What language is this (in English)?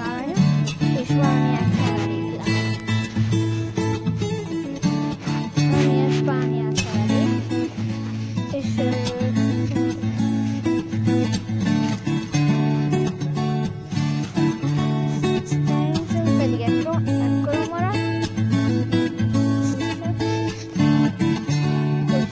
Hungarian